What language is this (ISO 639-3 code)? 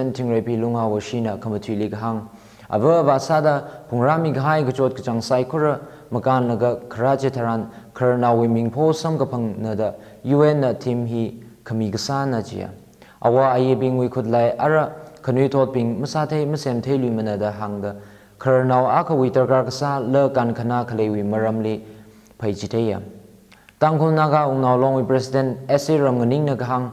nmf